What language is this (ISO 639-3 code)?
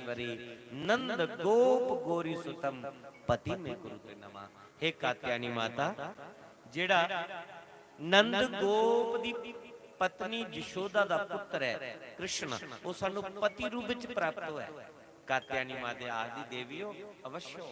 doi